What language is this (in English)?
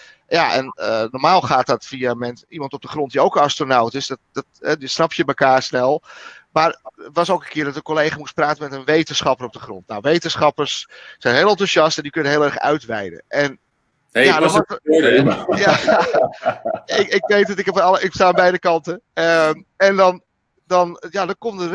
Dutch